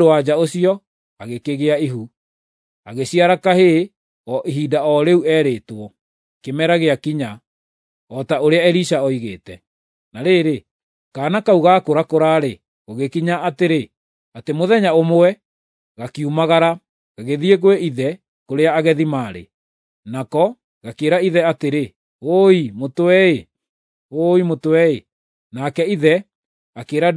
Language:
Kikuyu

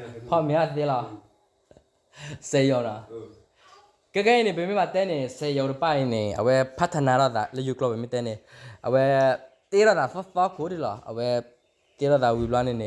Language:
S'gaw Karen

